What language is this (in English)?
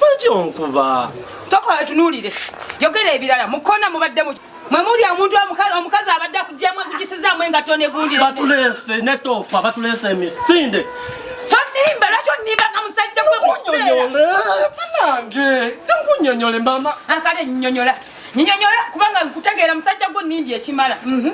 Ganda